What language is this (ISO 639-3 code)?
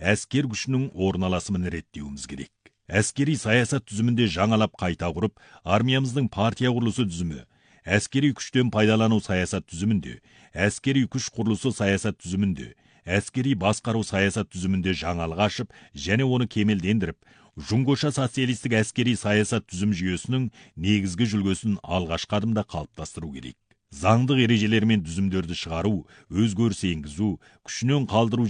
kaz